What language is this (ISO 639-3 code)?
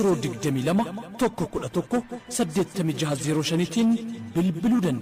orm